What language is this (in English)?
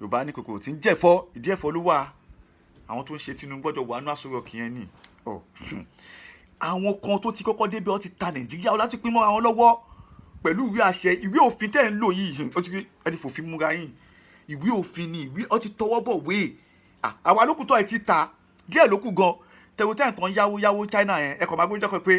Yoruba